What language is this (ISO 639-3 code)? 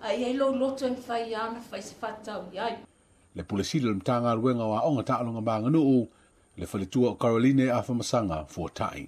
smo